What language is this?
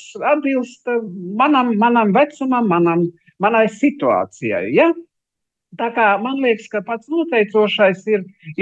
Latvian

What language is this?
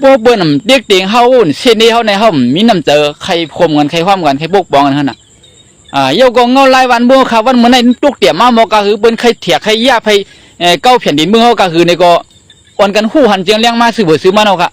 Shan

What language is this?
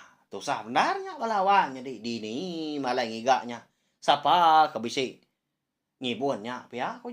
Iban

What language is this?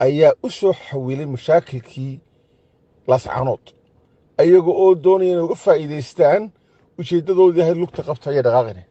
Somali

